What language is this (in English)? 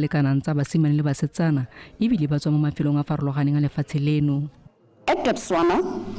Tswana